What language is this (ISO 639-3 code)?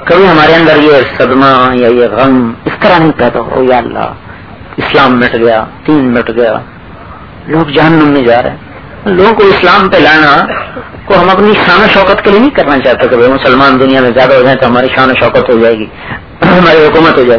urd